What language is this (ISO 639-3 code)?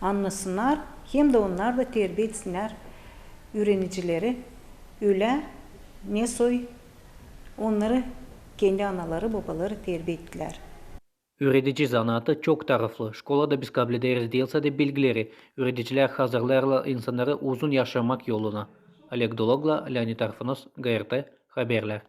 gag